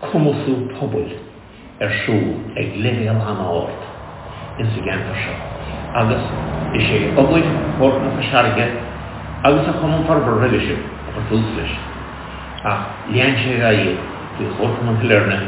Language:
Irish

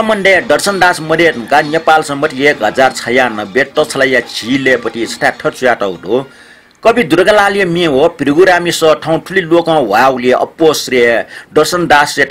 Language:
Newari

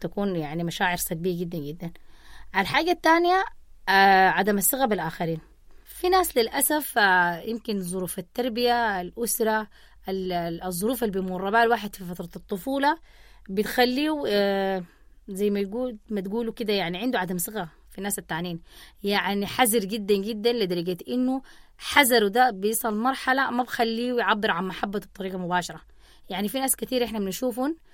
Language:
Sudanese Arabic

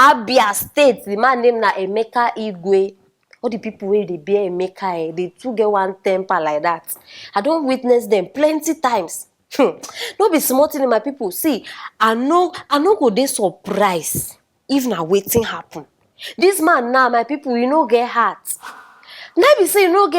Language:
Nigerian Pidgin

